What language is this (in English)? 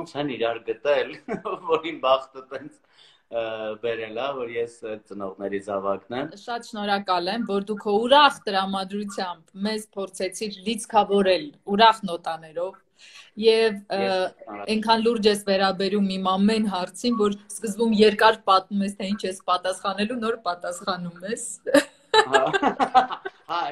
Armenian